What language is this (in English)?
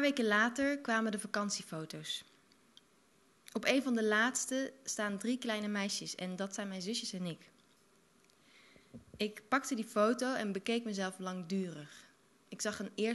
Dutch